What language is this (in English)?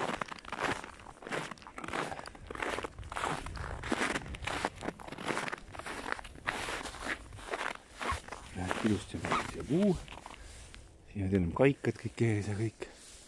Estonian